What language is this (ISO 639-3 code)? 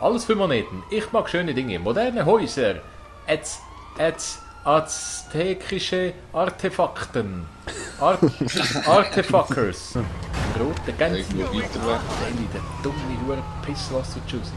gsw